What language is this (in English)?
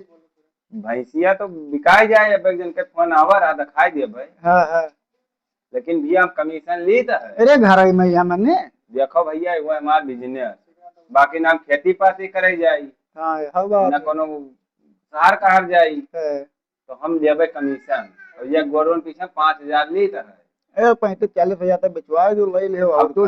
Awadhi